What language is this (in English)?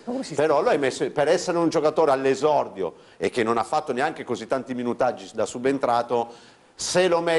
Italian